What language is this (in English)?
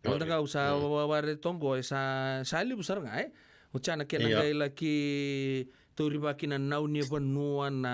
Fijian